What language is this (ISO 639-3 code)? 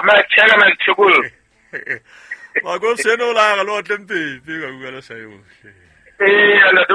sot